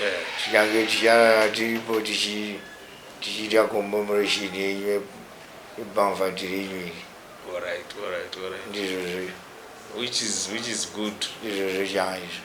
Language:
Shona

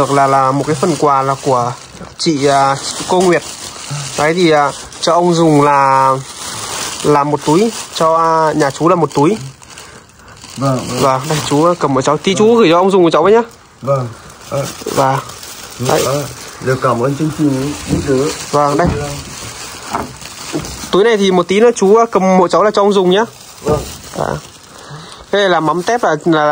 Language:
Vietnamese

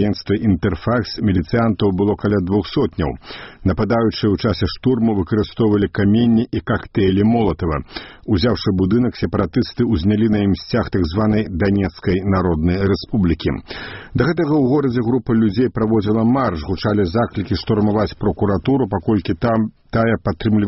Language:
Belarusian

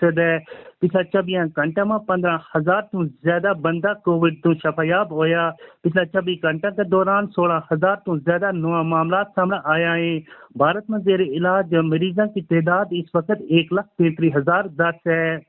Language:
Gujari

